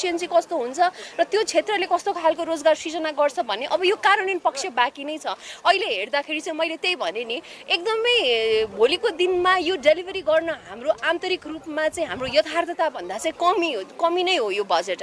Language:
Nepali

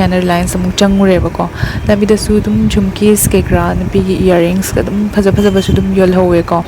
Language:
Manipuri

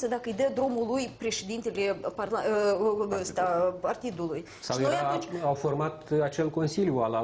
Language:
Romanian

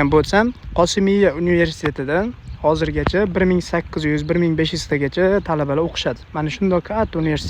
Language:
Uzbek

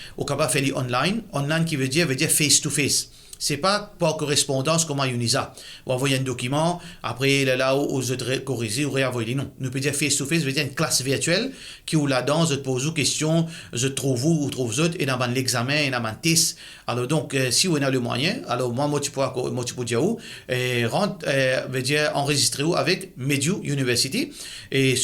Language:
Morisyen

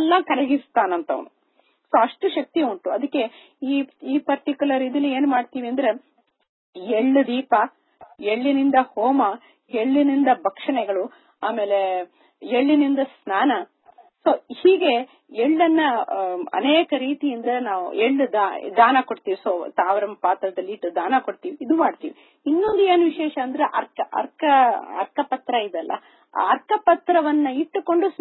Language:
Kannada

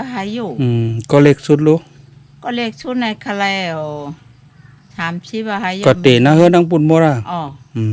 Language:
Shan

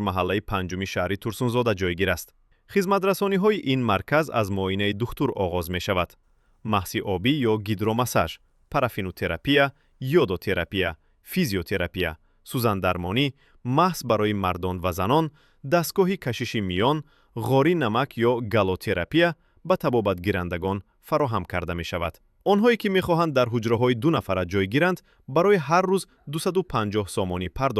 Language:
Tajik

